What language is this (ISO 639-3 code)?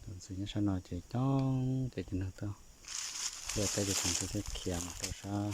hmn